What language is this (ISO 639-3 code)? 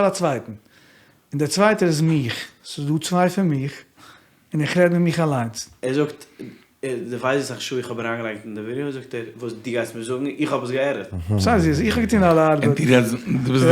yid